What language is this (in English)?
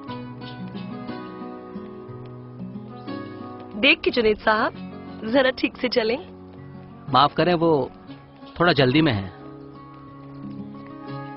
Hindi